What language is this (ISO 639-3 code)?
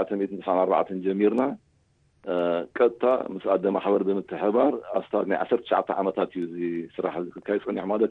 tir